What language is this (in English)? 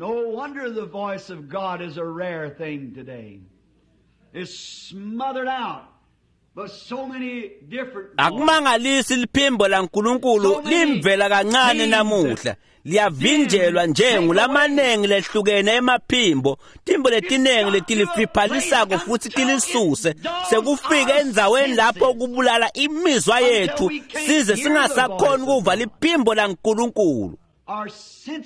Swati